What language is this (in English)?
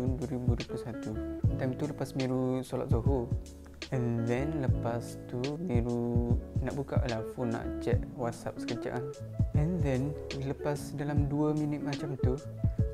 Malay